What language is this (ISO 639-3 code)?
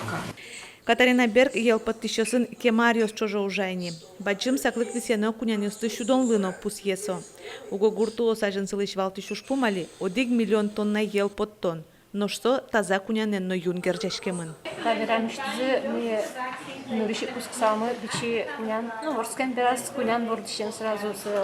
udm